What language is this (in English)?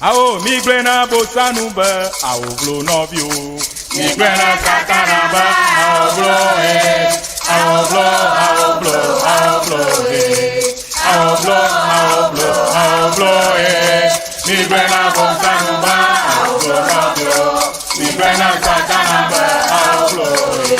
Ewe